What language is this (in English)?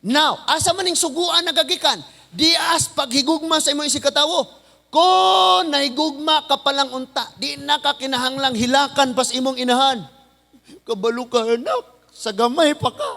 Cebuano